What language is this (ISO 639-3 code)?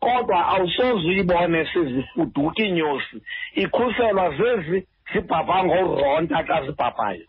xho